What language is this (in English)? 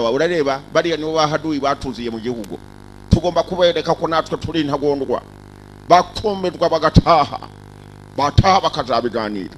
Kinyarwanda